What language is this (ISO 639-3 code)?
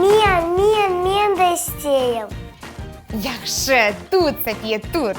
crh